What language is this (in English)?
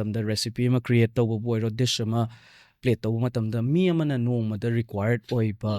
Manipuri